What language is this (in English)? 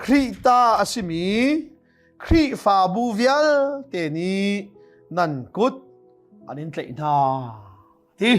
Hakha Chin